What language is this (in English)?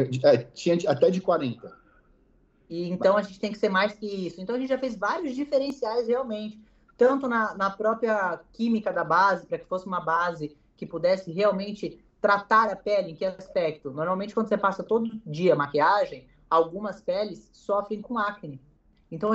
Portuguese